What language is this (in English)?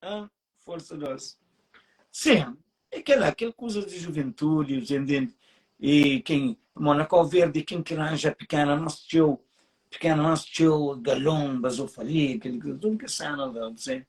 Kabuverdianu